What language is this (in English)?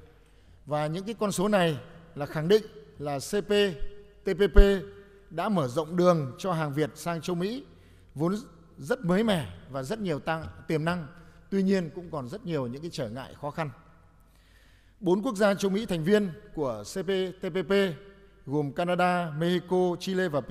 Vietnamese